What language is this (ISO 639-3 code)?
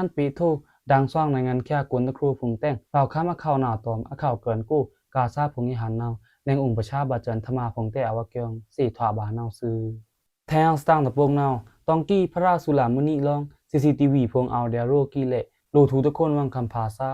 blk